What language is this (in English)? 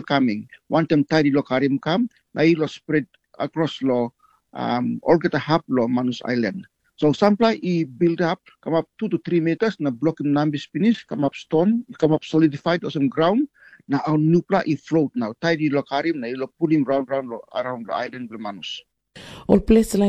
Tok Pisin